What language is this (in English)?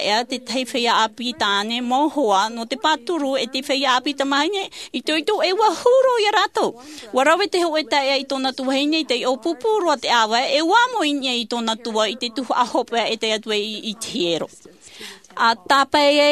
Tahitian